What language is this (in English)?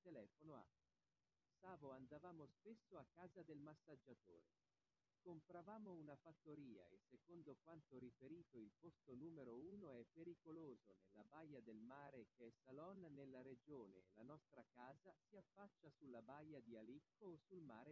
Finnish